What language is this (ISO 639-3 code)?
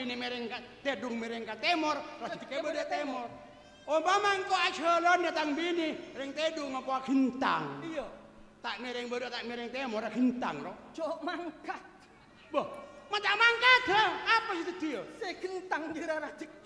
mad